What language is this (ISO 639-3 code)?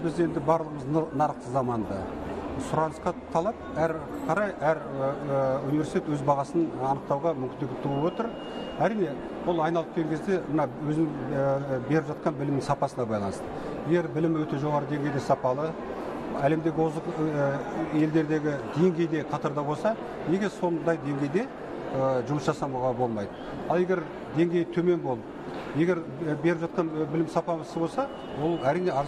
kaz